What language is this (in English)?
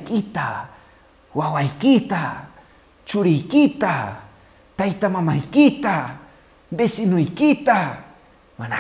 Quechua